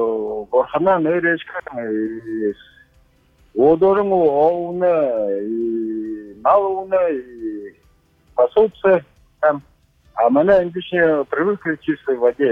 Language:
Buriat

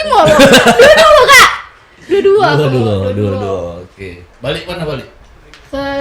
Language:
Musi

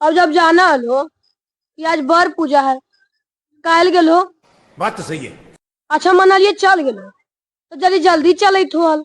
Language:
Magahi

